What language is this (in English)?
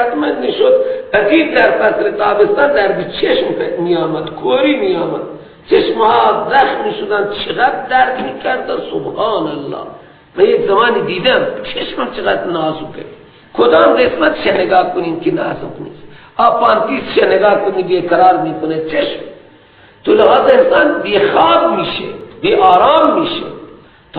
Persian